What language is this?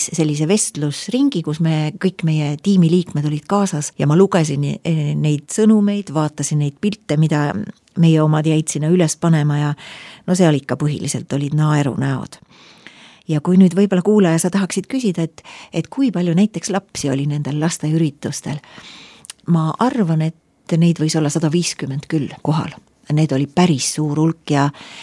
Estonian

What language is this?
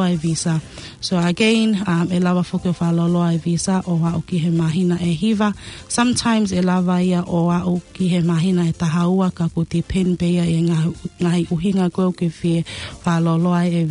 Tongan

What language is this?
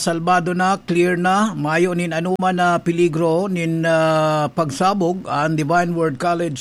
Bikol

